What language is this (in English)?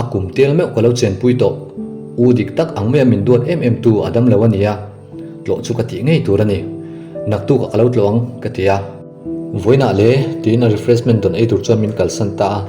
Mizo